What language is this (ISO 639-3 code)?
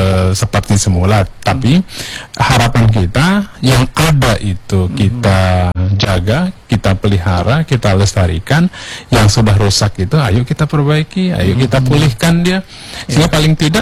ind